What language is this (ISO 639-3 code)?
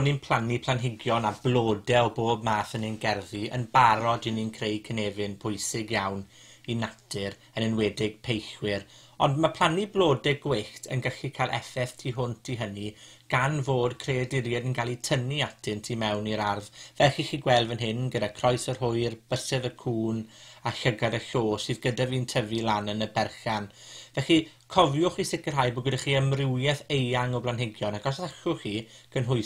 cym